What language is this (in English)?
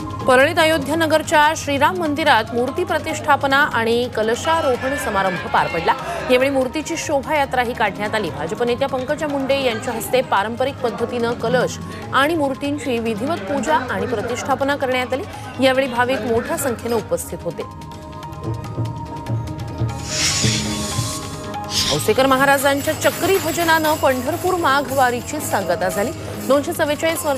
Marathi